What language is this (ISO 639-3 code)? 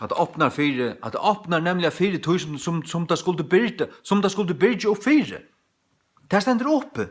fao